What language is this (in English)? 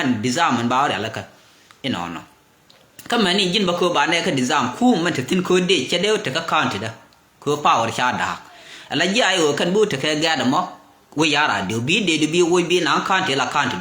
Nuer